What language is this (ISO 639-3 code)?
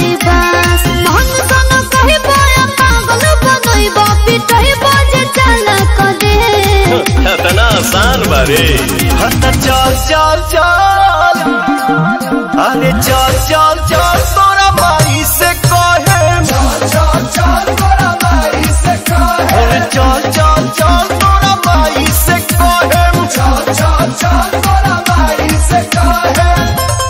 bho